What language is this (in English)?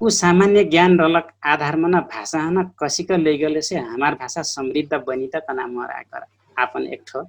Dangaura Tharu